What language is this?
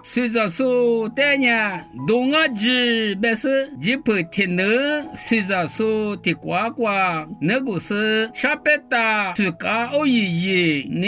Lisu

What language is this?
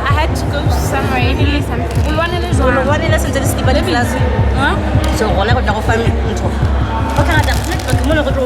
Southern Sotho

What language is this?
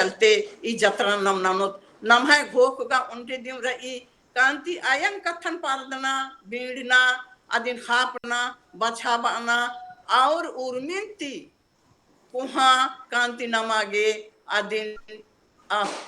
Kurukh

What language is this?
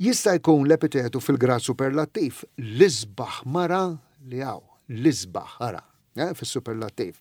Maltese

